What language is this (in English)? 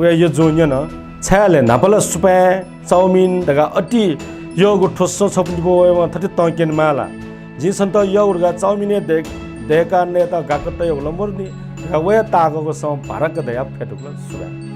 Newari